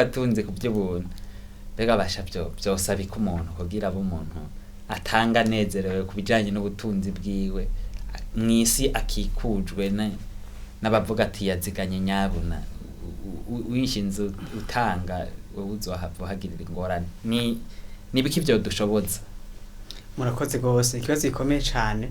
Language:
Rundi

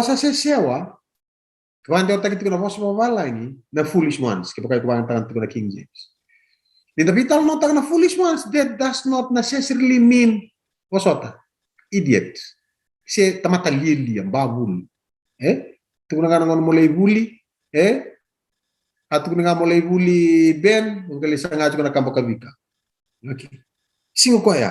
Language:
Fijian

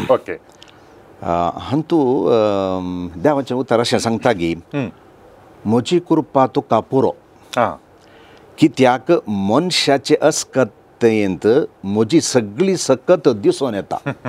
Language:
Konkani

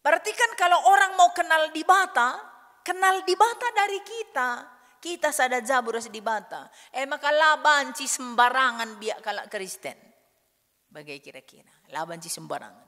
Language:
Batak Karo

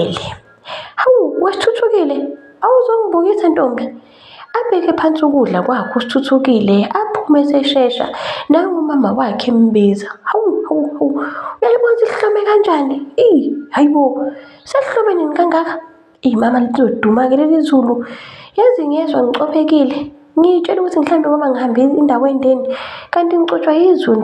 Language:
Zulu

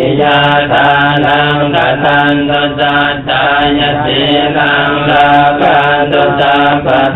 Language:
Pali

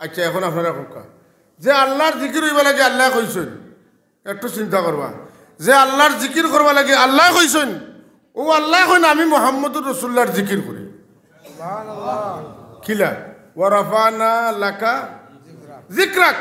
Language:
Sylheti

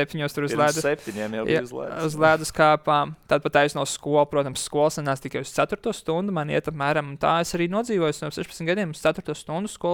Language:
Latvian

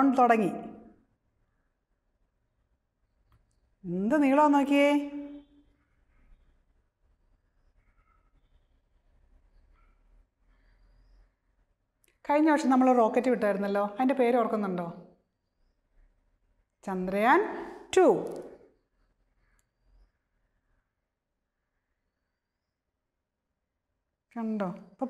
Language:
Malayalam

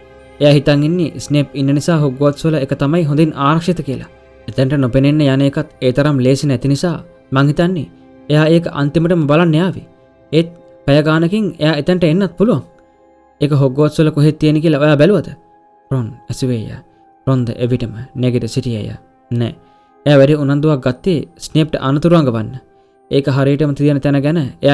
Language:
Sinhala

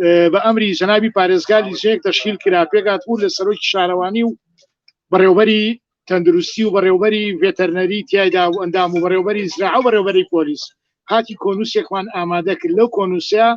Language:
Central Kurdish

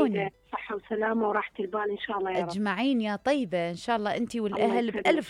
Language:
Mesopotamian Arabic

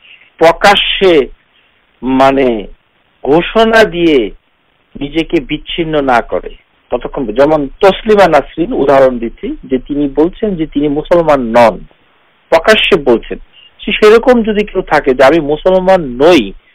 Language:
Bangla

